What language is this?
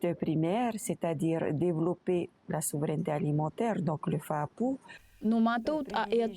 Tahitian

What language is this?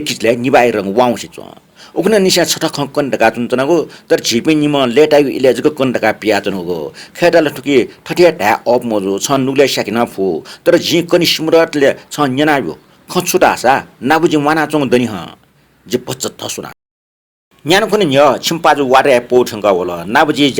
Newari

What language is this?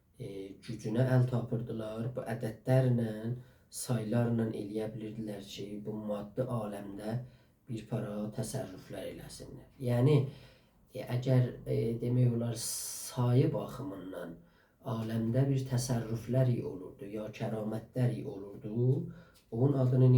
South Azerbaijani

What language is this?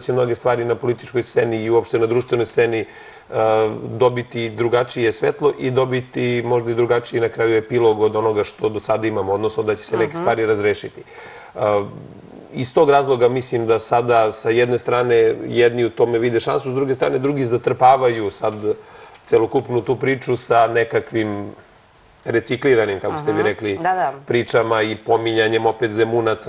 Serbian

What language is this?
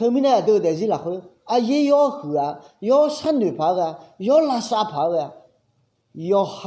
Akha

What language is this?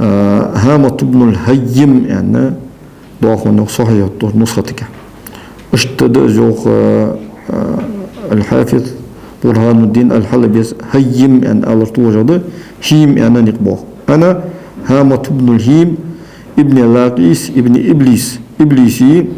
Ingush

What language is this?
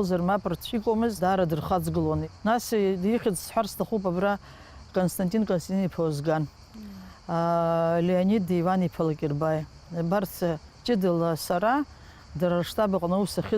Abkhazian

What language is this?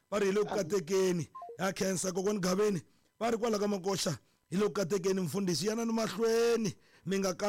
Tsonga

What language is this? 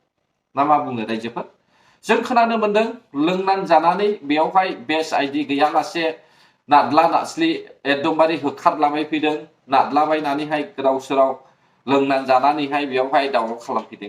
Bodo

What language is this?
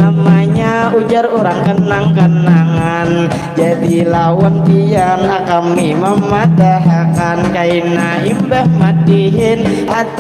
Banjar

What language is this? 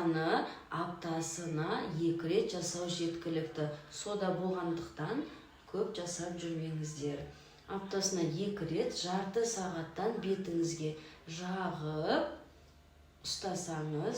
Kazakh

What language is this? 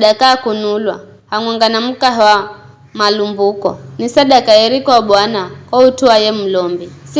Giryama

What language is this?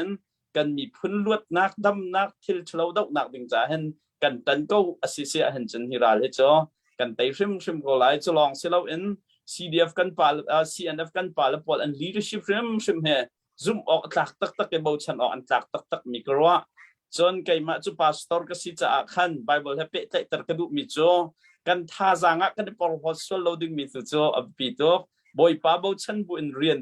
Hakha Chin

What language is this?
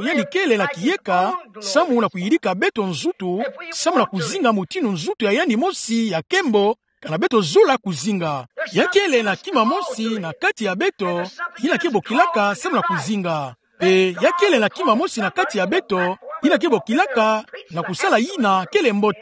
Kituba (Democratic Republic of Congo)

